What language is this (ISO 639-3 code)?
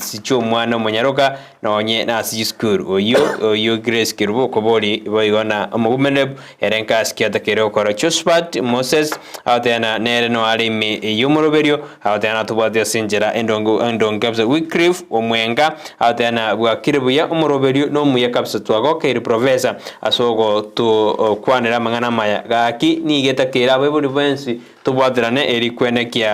guz